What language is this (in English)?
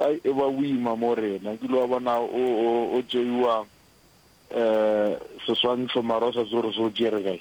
Northern Sotho